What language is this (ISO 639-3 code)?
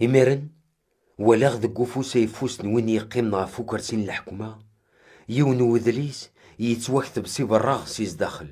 kab